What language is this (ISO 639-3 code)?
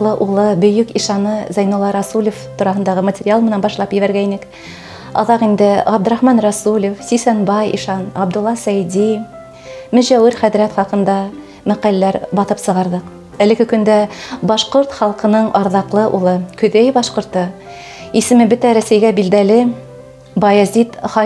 bak